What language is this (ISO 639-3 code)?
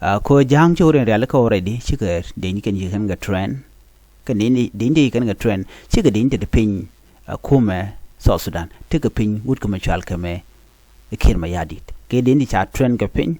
nus